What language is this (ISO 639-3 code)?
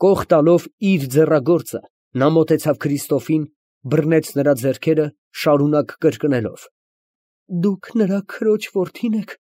hye